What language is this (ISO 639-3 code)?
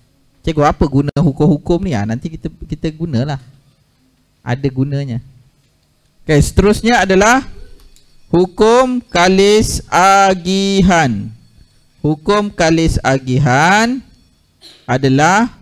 msa